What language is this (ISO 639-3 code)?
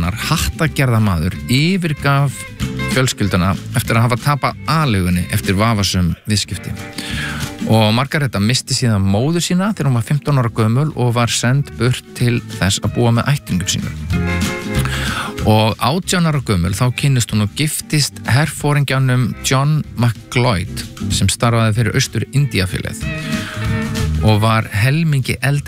isl